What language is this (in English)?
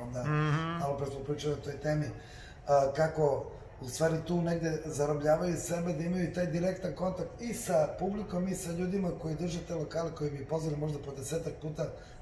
Serbian